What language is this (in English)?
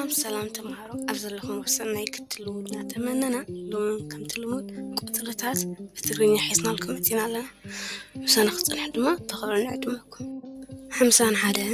Tigrinya